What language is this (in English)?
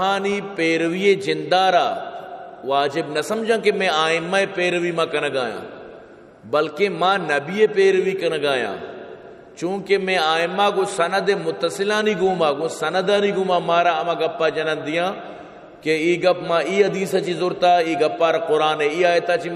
Baluchi